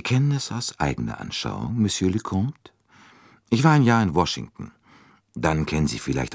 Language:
German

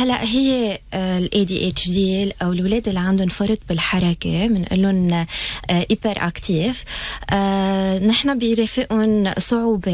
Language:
North Levantine Arabic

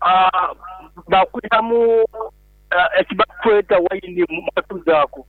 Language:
Nyoro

